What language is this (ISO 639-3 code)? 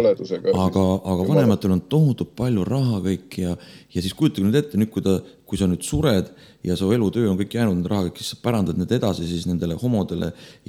est